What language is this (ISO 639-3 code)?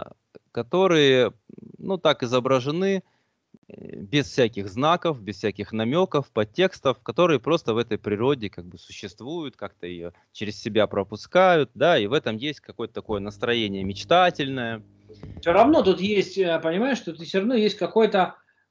rus